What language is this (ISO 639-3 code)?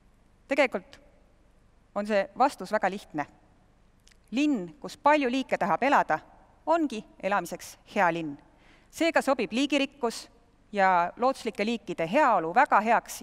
est